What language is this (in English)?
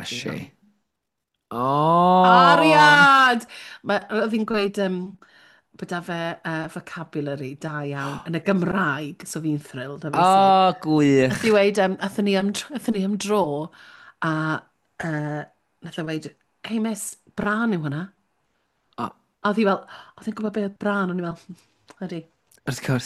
Welsh